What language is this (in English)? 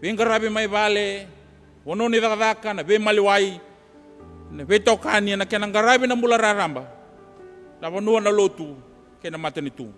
Fijian